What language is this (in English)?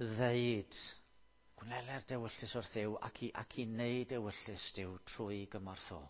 Welsh